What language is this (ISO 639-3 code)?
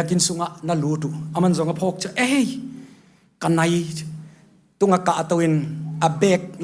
ctd